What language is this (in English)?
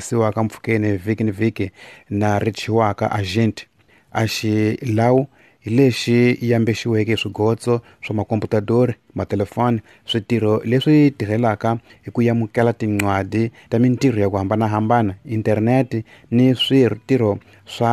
Tsonga